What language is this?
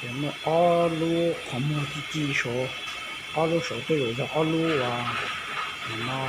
Hmong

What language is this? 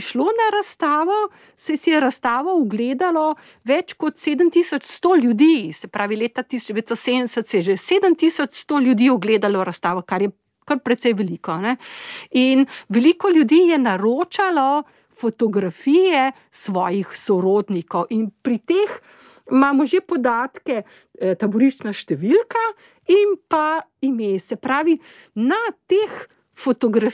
Slovenian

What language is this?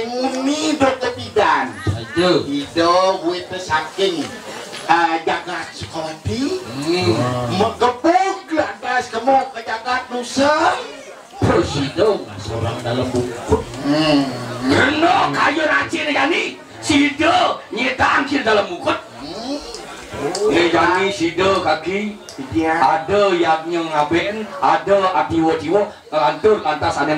Balinese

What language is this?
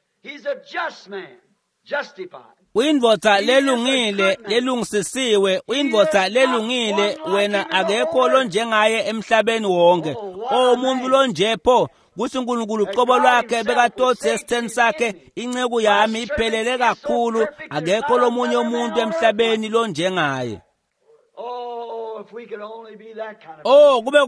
Swati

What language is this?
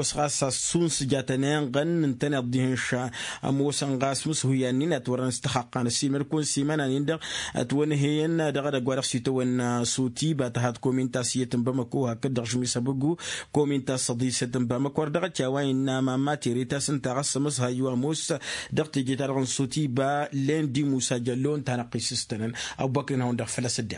Tamasheq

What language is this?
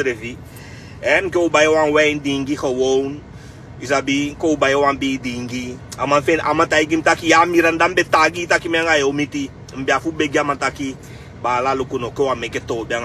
Sranan Tongo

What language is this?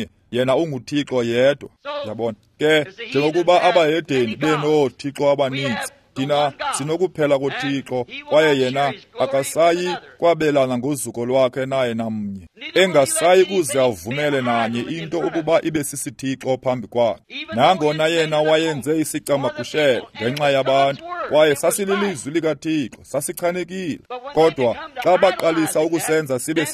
Xhosa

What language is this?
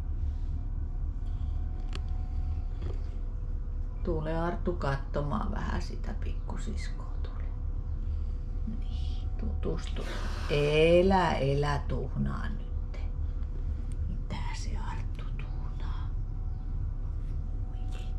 Finnish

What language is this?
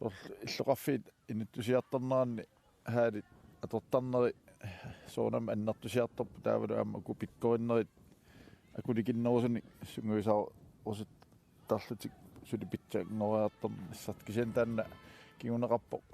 Kalaallisut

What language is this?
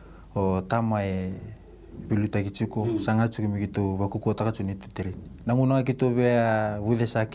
Fijian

